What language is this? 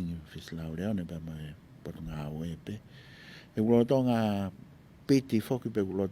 Tongan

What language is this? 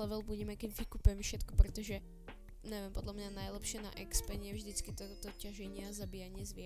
Slovak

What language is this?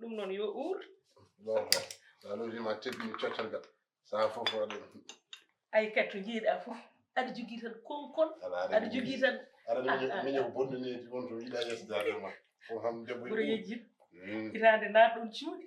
Fula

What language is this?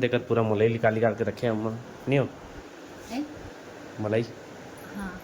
Chhattisgarhi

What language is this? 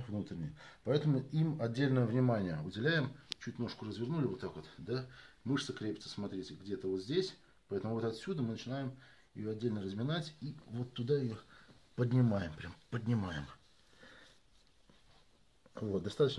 Russian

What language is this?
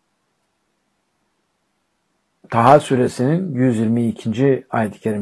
Turkish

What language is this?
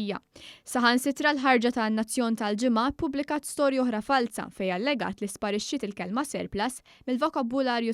Maltese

